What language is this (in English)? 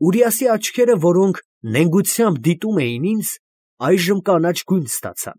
Armenian